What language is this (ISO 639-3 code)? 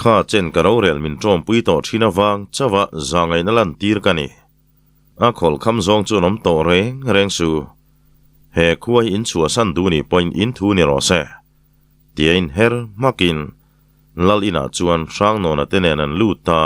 lus